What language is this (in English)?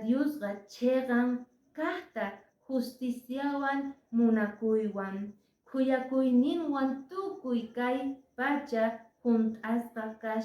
Quechua